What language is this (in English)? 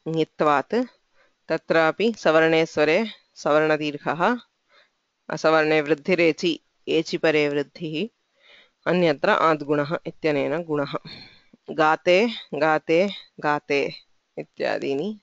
Sanskrit